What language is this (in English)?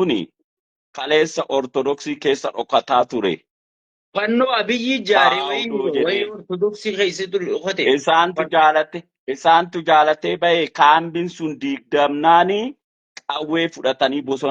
Oromo